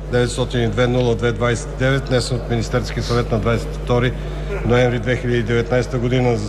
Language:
Bulgarian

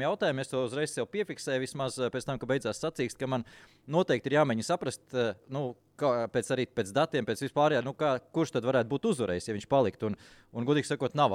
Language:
Latvian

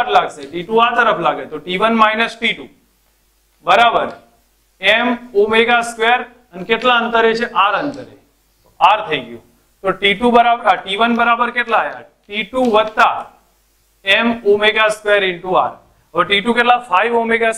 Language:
Gujarati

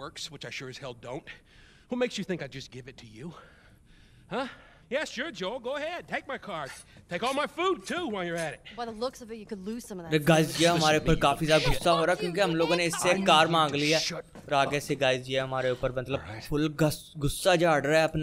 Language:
Hindi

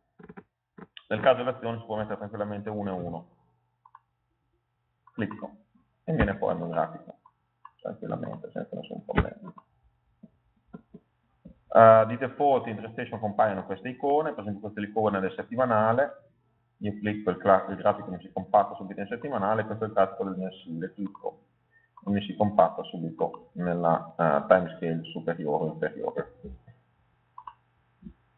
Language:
Italian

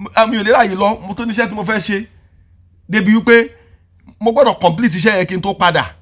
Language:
Yoruba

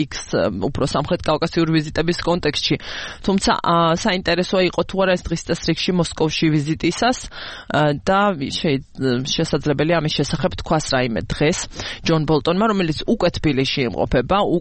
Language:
Georgian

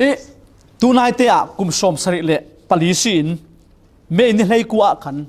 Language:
Falam Chin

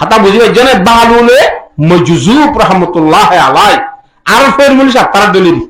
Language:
Rohingya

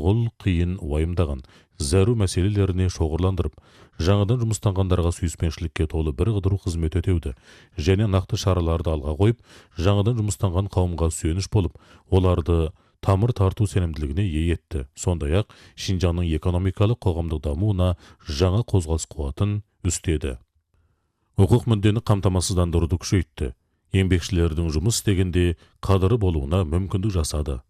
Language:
Kazakh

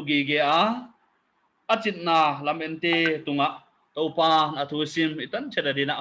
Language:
Paite Chin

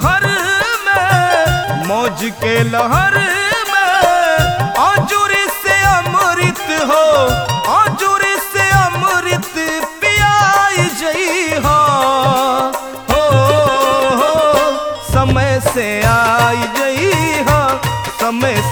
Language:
Bhojpuri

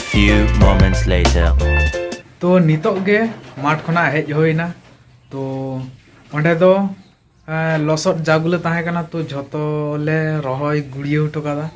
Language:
Santali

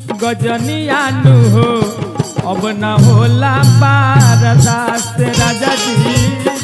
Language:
Bhojpuri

